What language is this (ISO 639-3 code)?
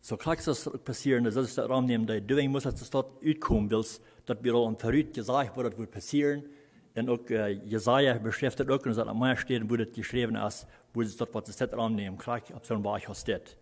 pdt